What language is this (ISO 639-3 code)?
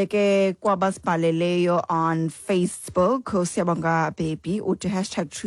xho